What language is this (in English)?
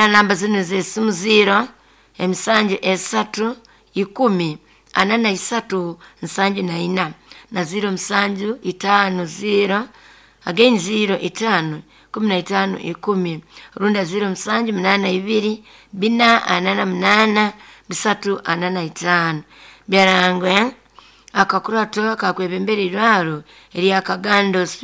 Nyoro